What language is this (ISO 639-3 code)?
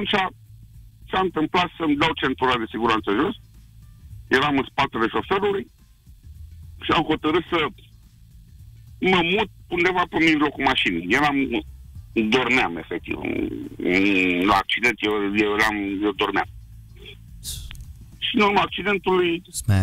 ron